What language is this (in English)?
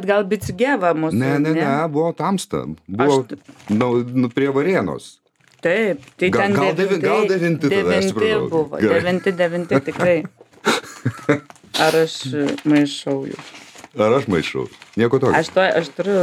Lithuanian